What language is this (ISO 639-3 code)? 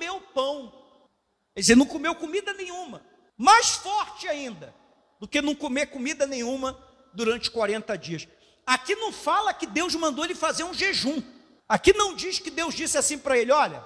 por